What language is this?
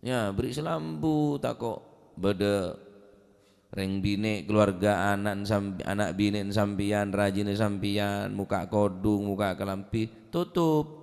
Madurese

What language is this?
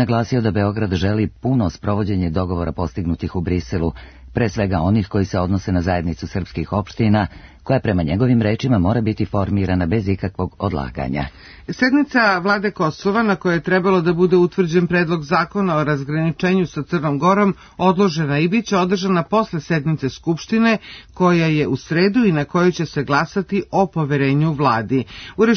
Serbian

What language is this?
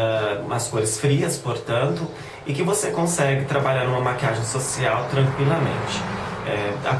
Portuguese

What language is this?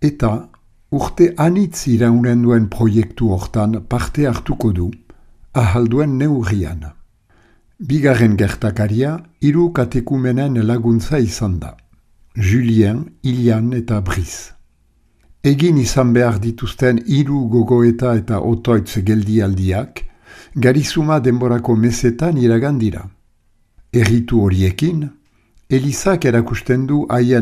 Basque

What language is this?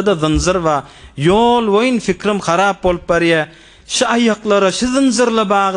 Turkmen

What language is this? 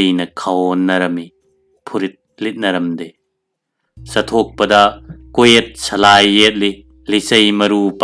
Manipuri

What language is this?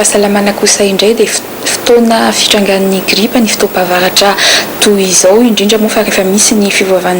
Malagasy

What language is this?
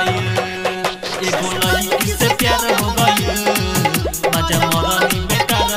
Bhojpuri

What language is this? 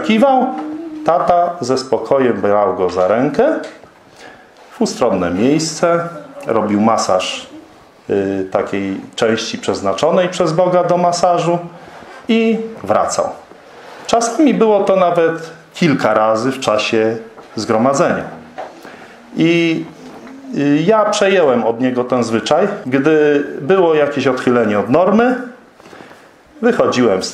Polish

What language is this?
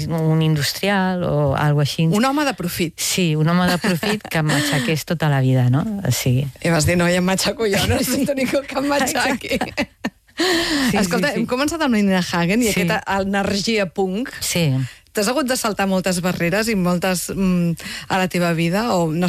Catalan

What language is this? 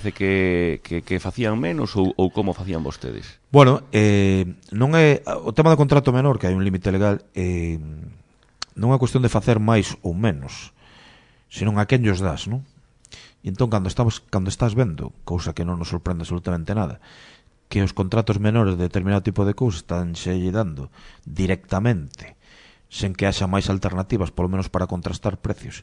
Galician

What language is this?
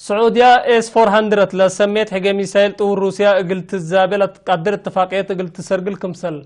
Tigre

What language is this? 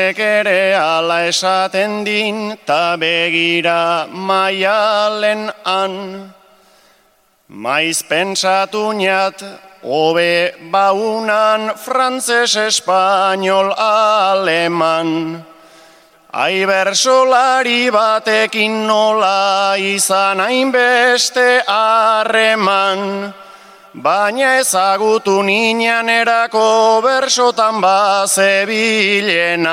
Basque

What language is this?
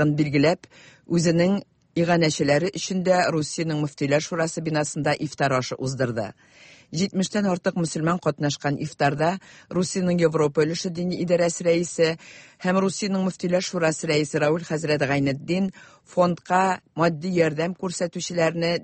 Tatar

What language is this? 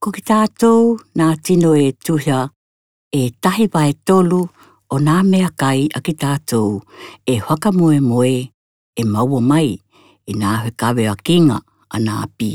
Tokelau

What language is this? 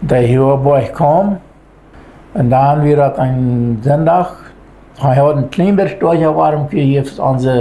Plautdietsch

